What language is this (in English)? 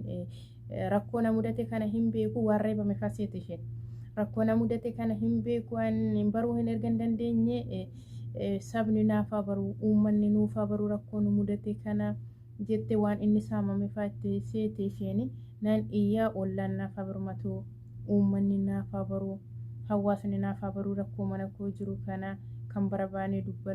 Oromo